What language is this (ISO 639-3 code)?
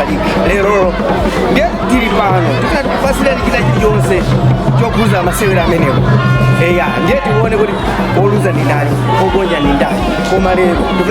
nya